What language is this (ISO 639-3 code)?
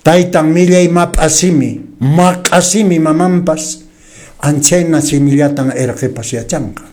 que